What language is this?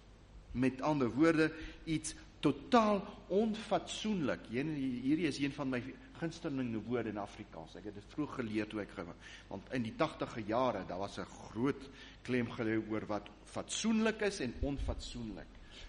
Afrikaans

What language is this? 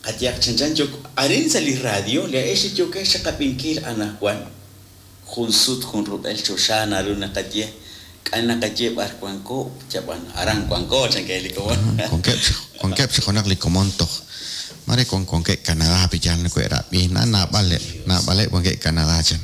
Kekchí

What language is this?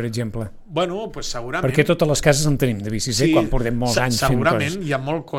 Catalan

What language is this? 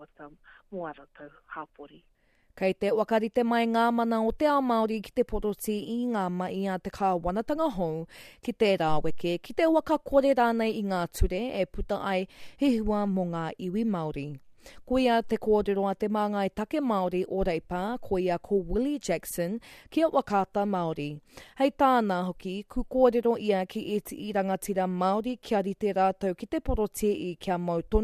Māori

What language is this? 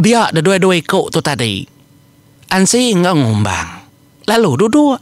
Iban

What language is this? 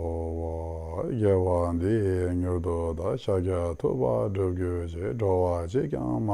Ladakhi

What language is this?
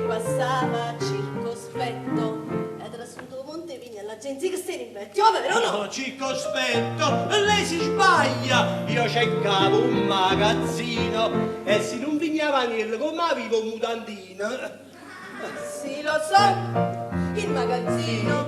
Neapolitan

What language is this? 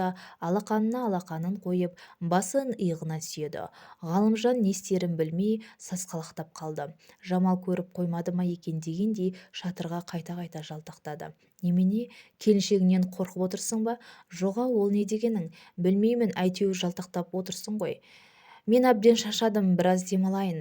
Kazakh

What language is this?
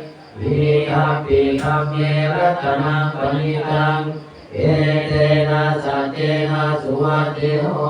Pali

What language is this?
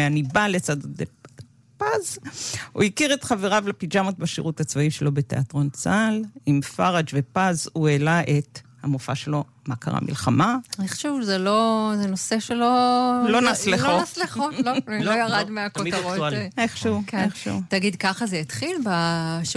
Hebrew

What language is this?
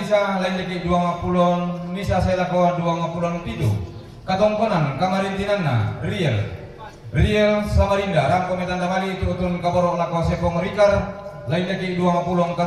Toraja-Sa'dan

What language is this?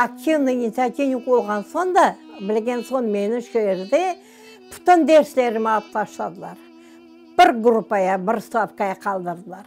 Crimean Tatar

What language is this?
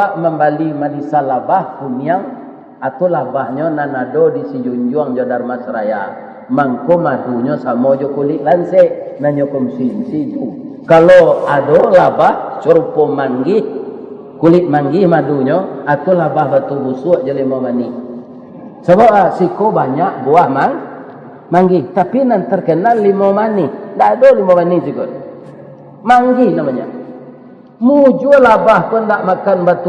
Minangkabau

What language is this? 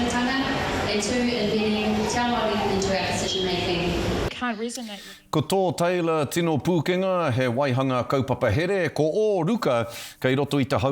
Māori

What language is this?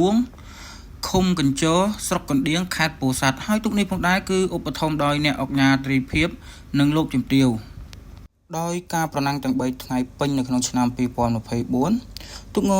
Khmer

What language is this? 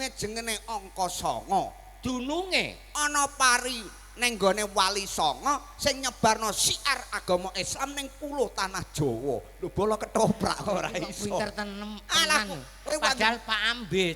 Javanese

